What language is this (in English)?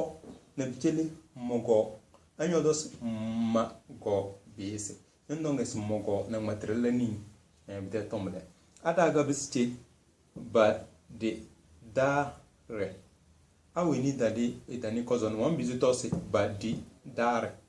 Tem